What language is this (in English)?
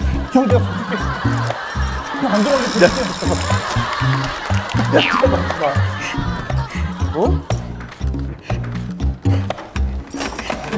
Korean